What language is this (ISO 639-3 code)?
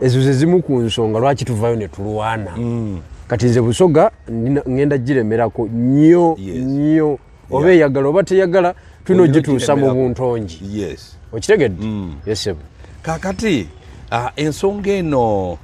lug